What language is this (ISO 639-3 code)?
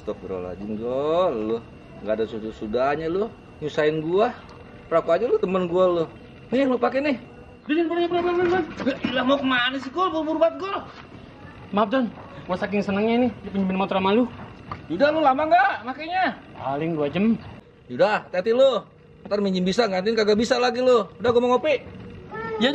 bew